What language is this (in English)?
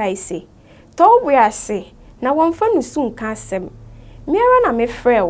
Akan